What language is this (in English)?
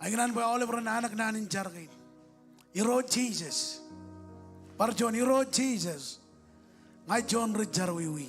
Marshallese